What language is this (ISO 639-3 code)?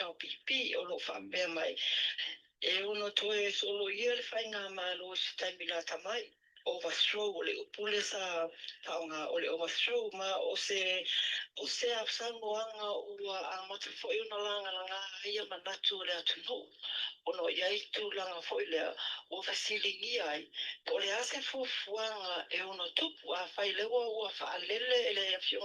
smo